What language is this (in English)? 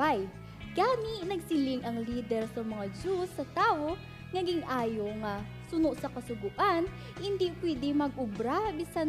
Hiligaynon